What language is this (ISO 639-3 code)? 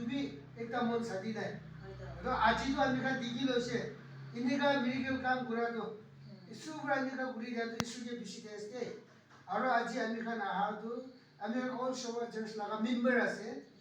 nag